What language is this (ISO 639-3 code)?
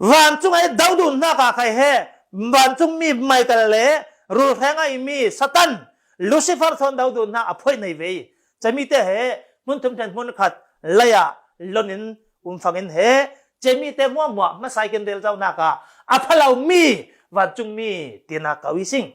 cfm